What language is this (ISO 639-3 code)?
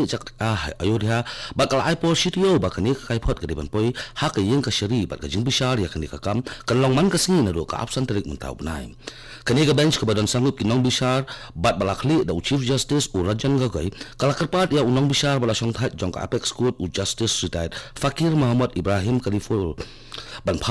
kha